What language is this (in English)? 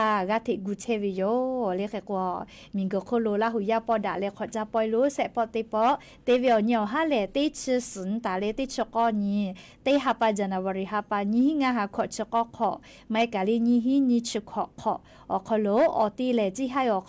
Lahu